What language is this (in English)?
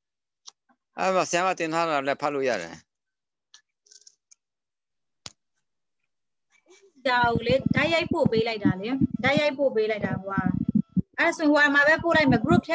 Burmese